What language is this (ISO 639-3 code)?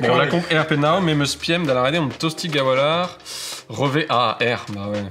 bre